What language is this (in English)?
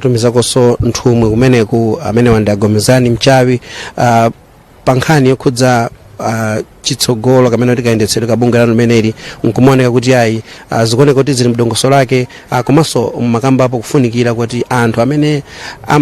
Nyanja